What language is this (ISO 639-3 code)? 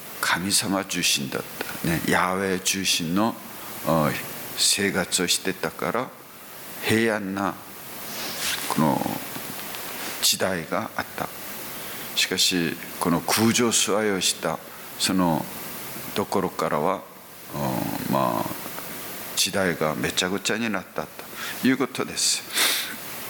jpn